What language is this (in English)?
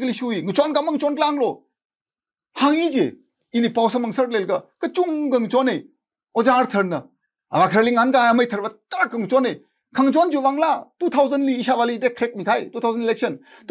Tangkhul Naga (India)